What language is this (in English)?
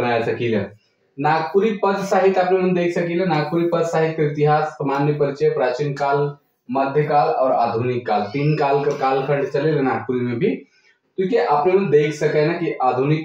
Sadri